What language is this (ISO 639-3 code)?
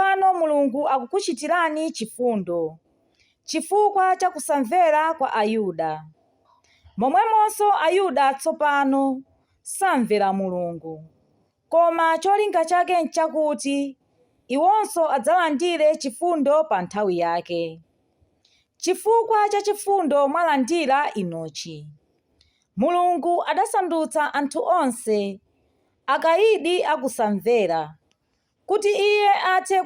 nya